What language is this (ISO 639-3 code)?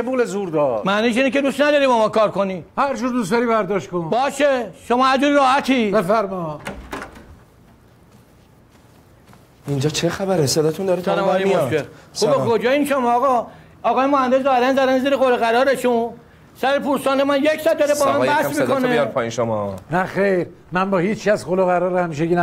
fas